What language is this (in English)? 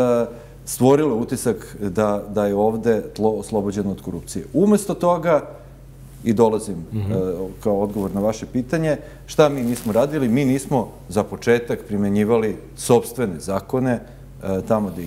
Serbian